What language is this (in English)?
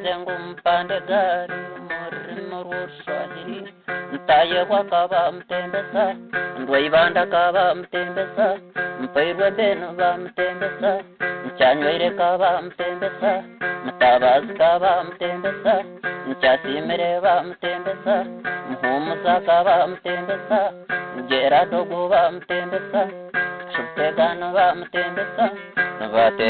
Nyankole